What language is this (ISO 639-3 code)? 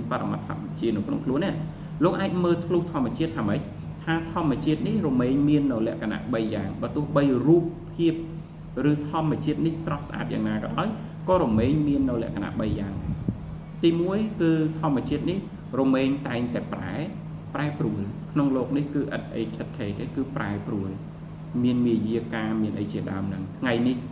khm